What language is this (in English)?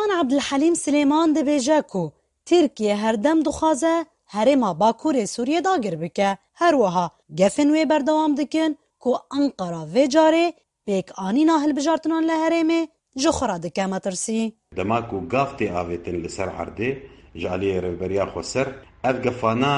Kurdish